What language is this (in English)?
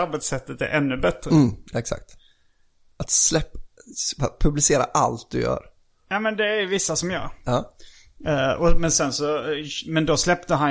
Swedish